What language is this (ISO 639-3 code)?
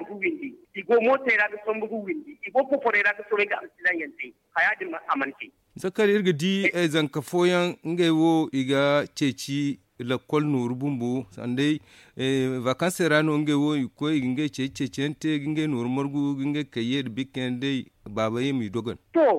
dje